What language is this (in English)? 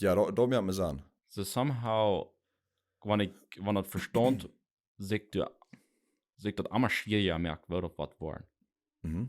Plautdietsch